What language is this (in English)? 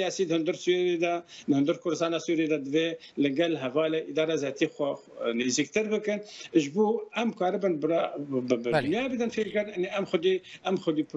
Kurdish